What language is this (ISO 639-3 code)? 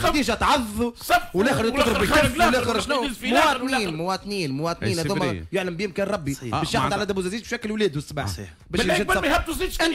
aeb